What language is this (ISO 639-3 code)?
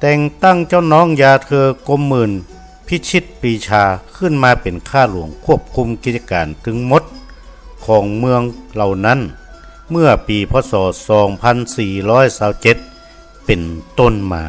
nod